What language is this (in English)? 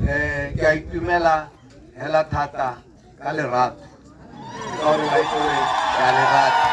Tswana